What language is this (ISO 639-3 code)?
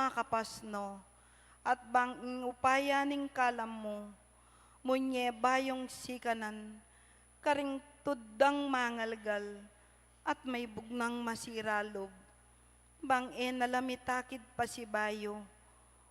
pam